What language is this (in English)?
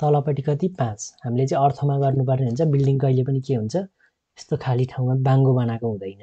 Nepali